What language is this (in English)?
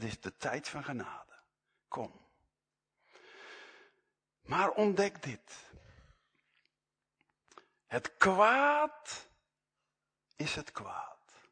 Dutch